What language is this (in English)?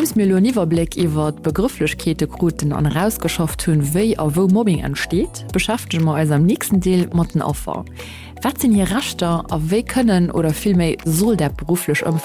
Luxembourgish